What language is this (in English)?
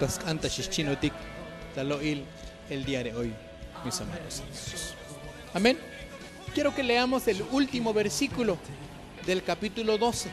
Tzotzil